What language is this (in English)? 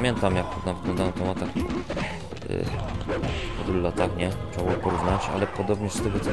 Polish